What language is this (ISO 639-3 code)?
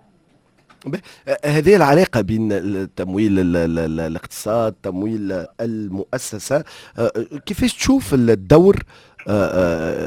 aeb